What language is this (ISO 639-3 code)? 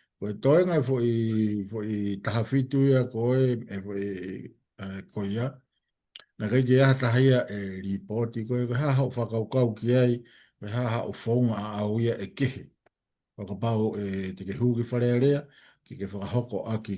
ton